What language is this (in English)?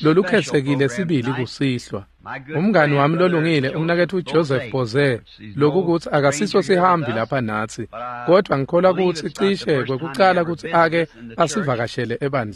Swati